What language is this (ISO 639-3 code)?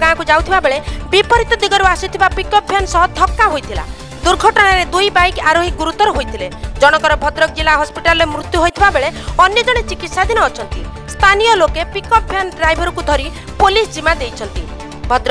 ori